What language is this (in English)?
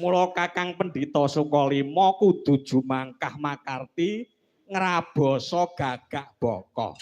Javanese